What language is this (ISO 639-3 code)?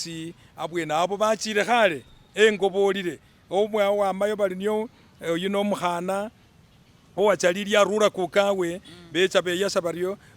myx